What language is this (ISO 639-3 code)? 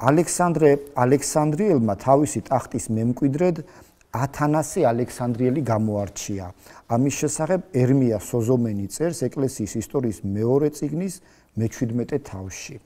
kat